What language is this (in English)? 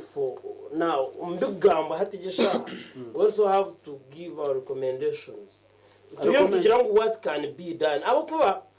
Nyankole